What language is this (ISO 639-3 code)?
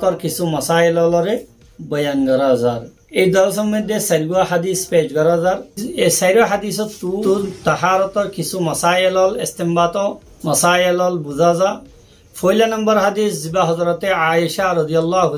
rhg